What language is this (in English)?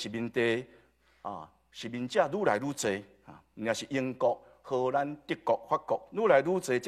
Min Nan Chinese